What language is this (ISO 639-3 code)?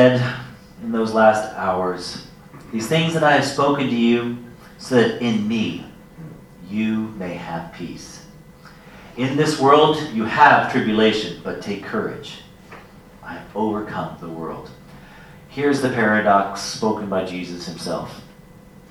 eng